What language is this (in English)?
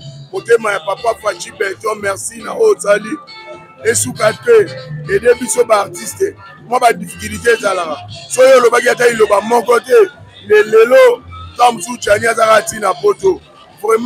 Lingala